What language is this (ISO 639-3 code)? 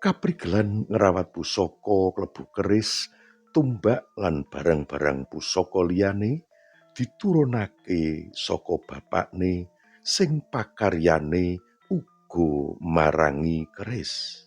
jav